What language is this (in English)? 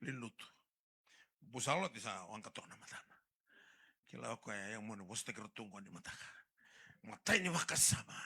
Fijian